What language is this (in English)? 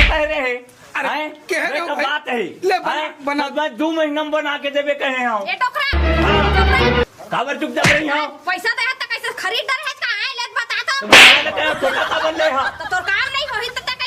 Chhattisgarhi